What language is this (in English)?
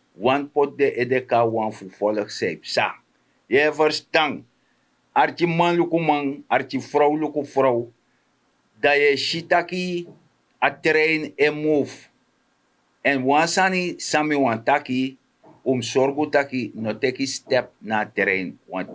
Sranan Tongo